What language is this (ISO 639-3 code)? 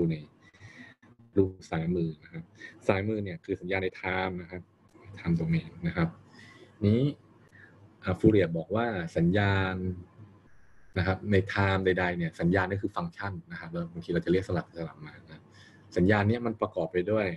tha